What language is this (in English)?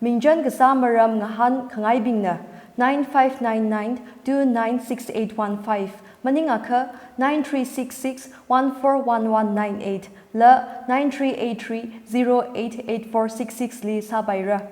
Tangkhul Naga (India)